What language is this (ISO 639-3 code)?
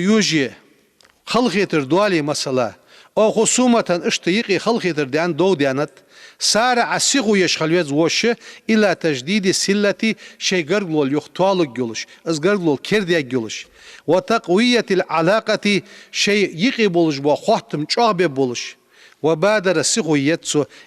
inh